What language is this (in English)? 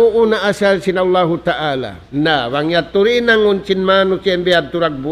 Tausug